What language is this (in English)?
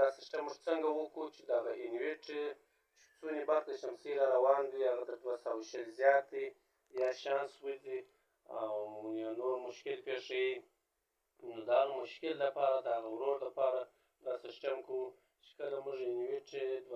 Pashto